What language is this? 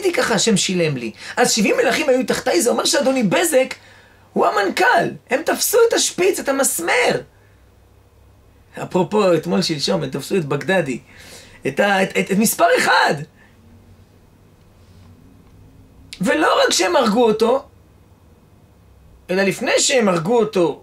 Hebrew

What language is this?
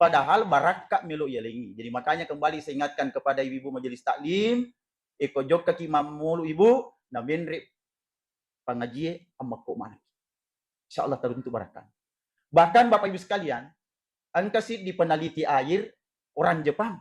Buginese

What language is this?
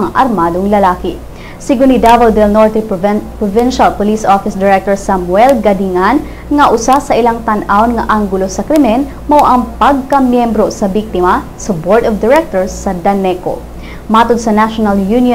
Cebuano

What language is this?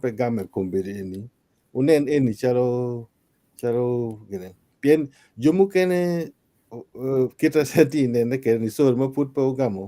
Acoli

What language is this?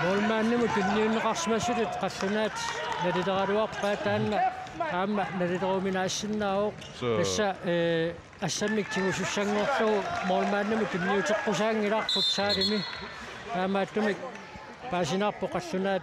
Kalaallisut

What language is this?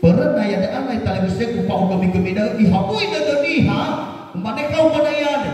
Nias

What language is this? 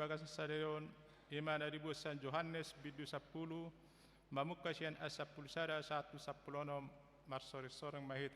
Batak Toba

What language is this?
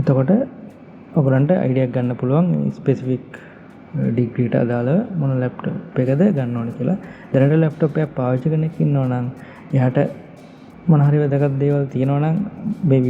Sinhala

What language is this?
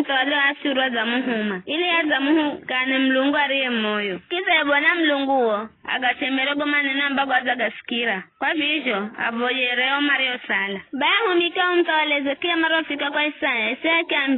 Giryama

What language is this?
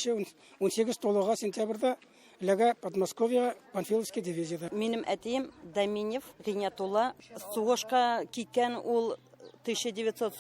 Tatar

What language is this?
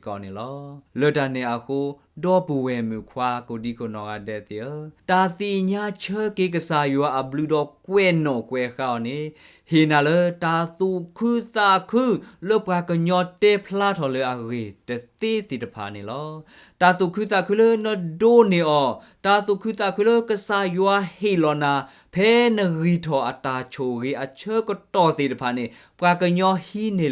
S'gaw Karen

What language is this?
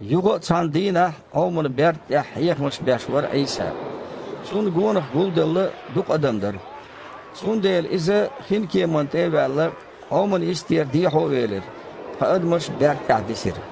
Chechen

